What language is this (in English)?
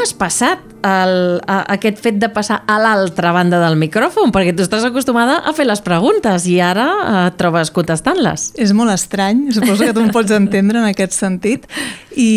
Catalan